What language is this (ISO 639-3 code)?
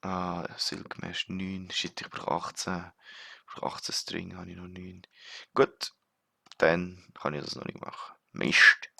gsw